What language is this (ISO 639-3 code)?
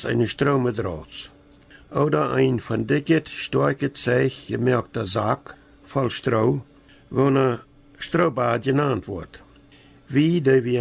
pdt